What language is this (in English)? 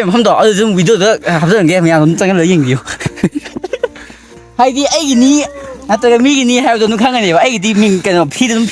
Manipuri